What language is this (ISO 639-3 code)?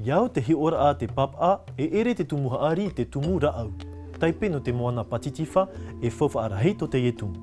tah